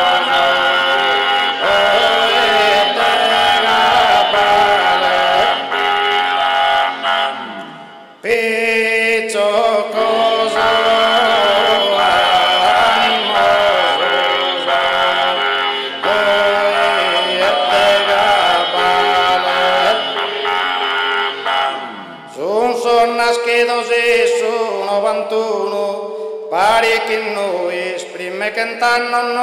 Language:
Sardinian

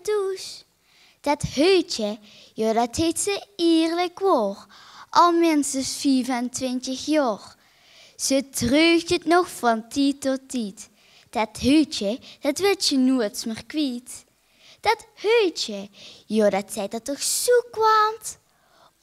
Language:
Limburgish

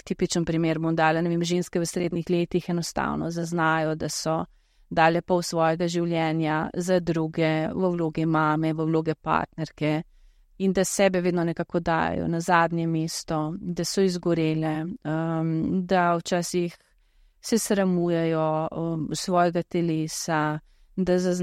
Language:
Slovenian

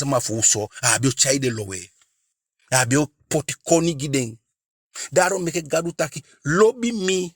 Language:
Eastern Maroon Creole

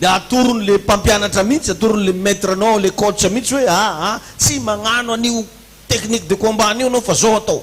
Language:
Malagasy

